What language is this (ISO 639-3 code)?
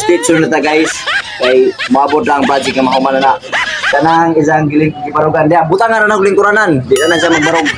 ceb